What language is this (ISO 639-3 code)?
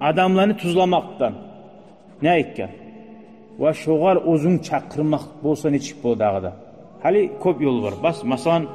kum